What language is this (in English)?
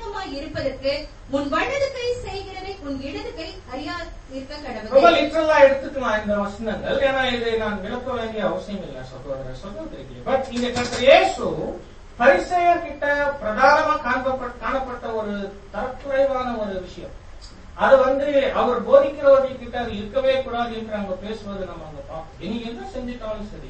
Tamil